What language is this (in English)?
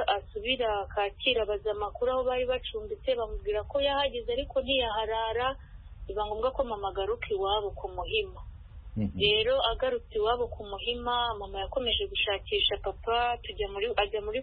Kinyarwanda